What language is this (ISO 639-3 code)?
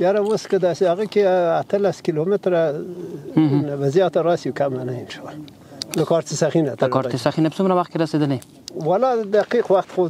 pus